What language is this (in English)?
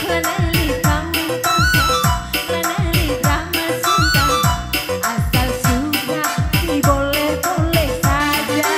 Batak Karo